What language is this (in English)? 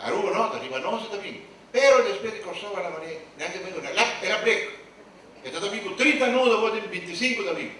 Papiamento